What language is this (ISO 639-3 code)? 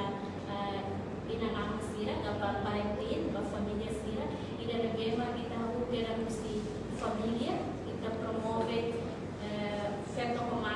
tet